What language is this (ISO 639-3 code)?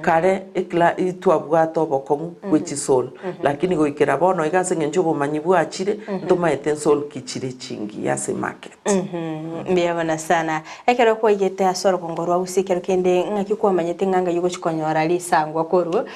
guz